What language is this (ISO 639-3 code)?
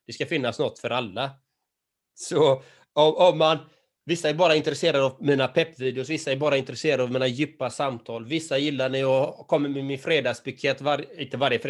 swe